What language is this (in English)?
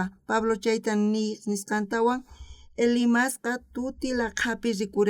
South Bolivian Quechua